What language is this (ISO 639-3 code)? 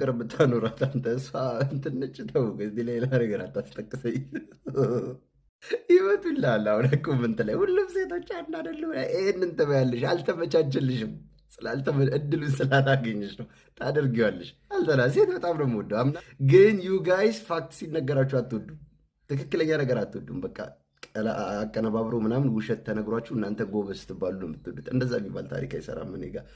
amh